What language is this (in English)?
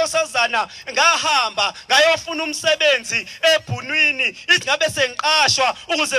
Zulu